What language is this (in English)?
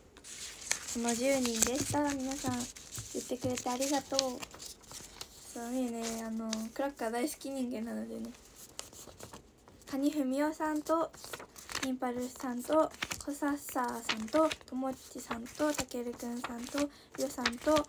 Japanese